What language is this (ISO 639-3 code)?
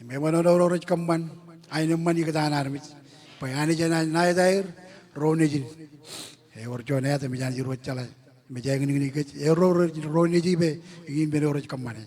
mah